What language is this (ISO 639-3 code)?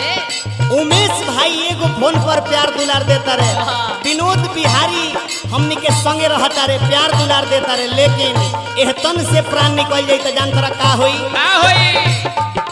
bho